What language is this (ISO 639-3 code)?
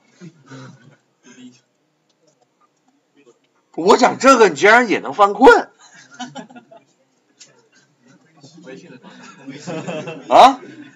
zho